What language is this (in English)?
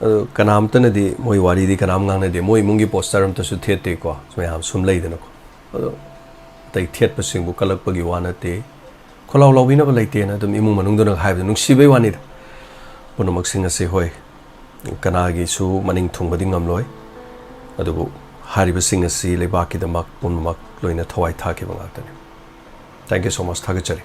Manipuri